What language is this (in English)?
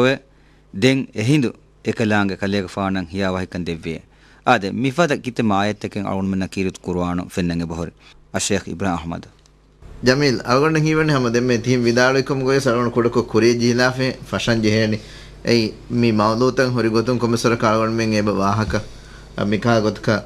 Divehi